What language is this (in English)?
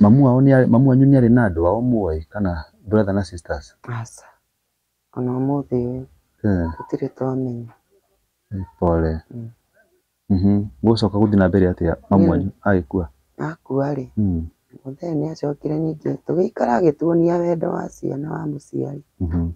Kikuyu